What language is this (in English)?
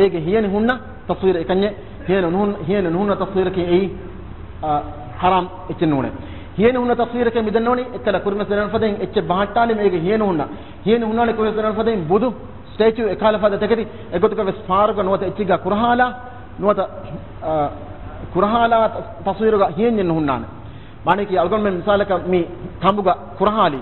Divehi